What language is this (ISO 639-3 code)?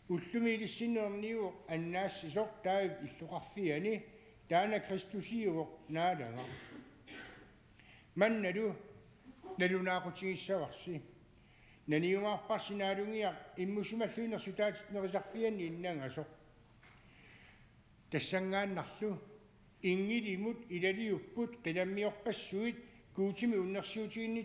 kal